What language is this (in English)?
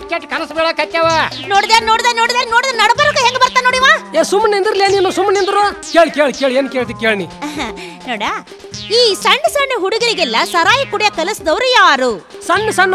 Kannada